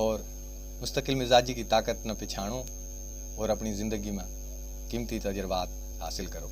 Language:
Haryanvi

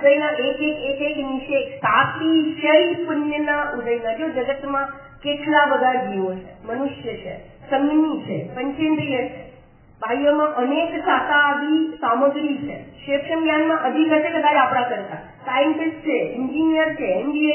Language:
Gujarati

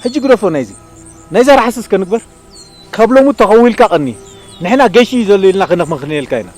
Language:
Tigrinya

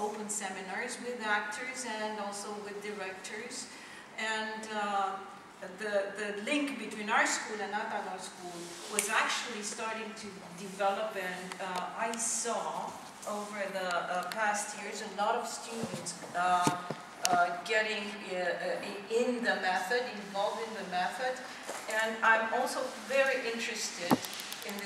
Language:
English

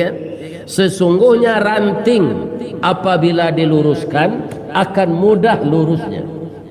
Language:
Minangkabau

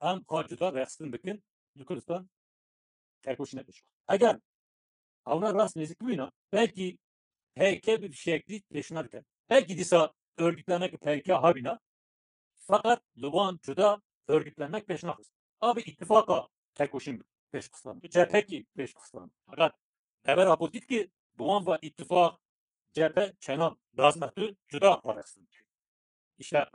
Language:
Kurdish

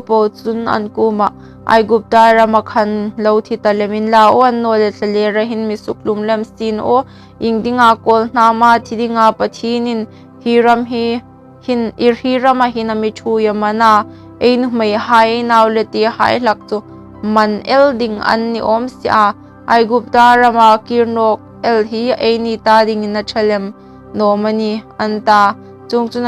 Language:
Hmar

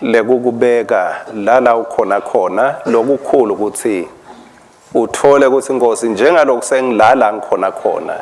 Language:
Swati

